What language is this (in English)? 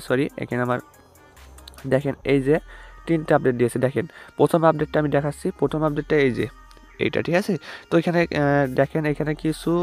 Bangla